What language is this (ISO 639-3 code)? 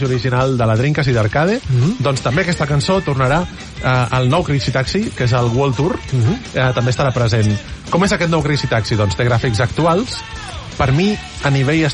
cat